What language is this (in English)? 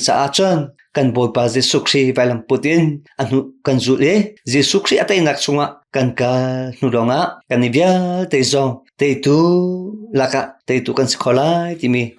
Hakha Chin